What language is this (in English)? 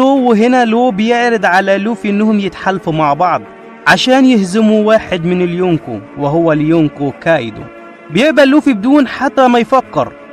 Egyptian Arabic